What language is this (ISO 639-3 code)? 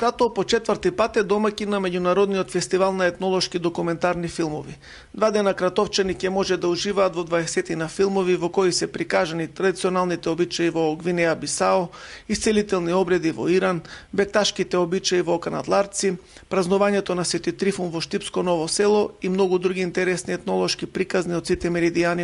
mkd